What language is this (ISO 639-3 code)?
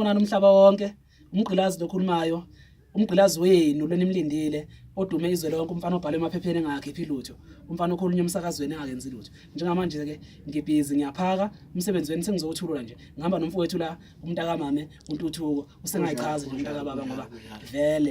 zul